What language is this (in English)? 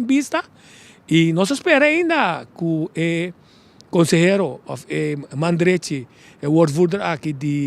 Papiamento